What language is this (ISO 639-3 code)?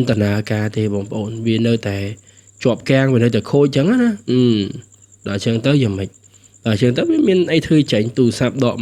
khm